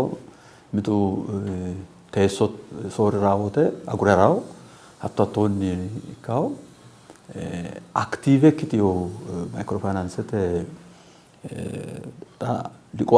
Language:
Sidamo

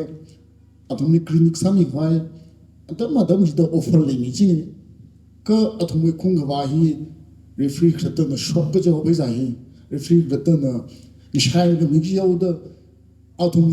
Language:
Tangkhul Naga (India)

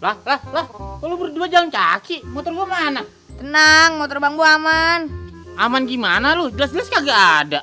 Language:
Betawi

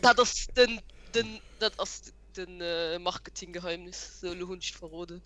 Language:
Luxembourgish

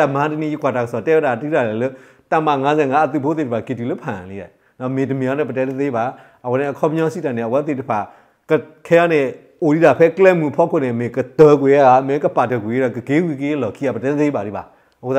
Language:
Burmese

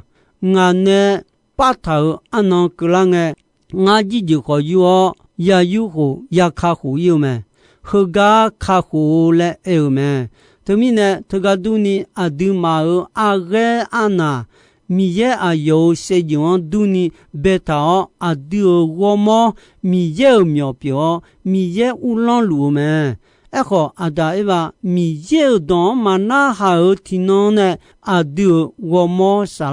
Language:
Akha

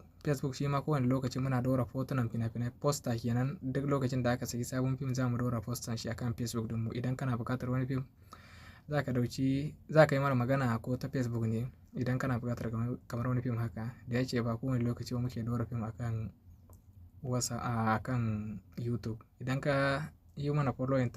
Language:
Hausa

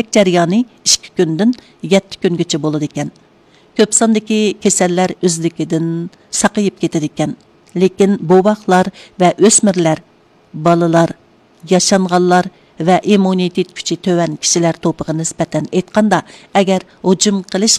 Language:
Uyghur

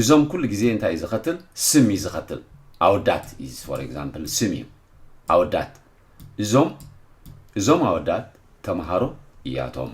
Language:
Tigrinya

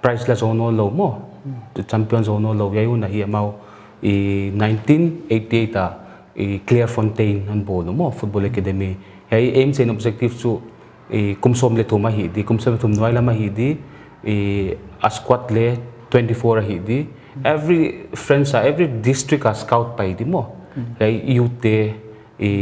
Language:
Paite Chin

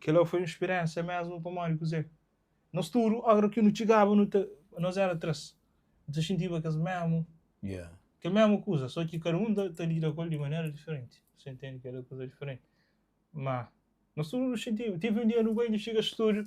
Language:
Kabuverdianu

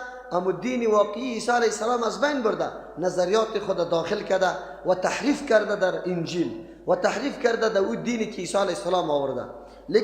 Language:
Persian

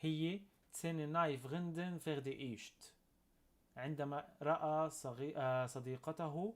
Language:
North Levantine Arabic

